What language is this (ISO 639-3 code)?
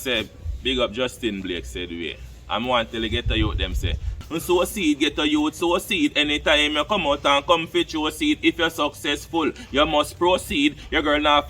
jam